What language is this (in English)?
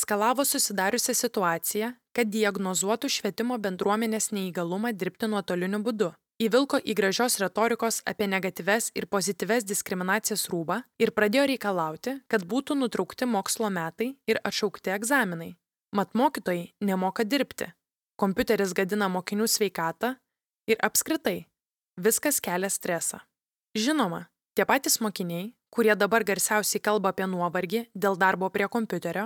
Lithuanian